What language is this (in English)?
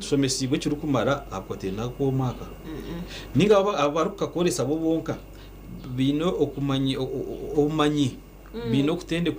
Nyankole